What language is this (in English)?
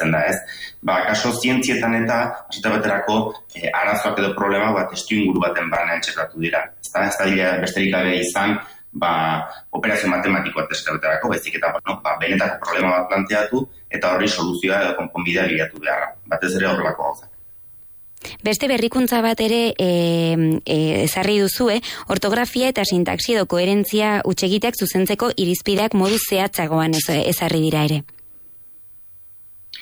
Basque